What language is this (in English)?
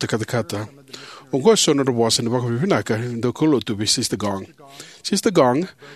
Fijian